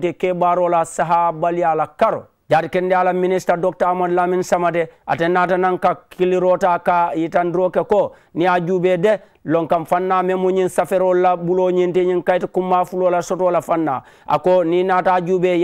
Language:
Mandingo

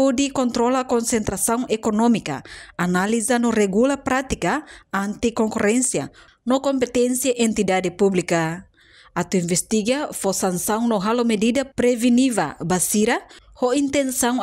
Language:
Tetum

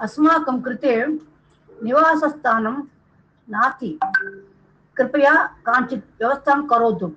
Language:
Sanskrit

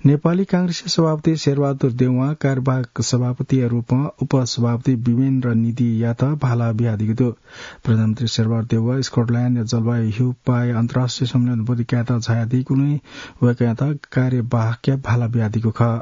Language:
Newari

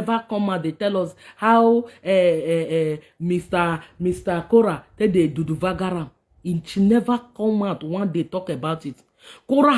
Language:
Nigerian Pidgin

